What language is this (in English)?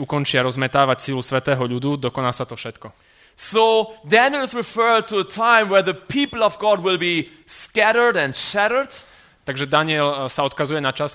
Slovak